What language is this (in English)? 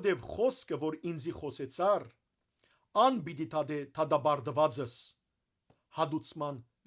Western Armenian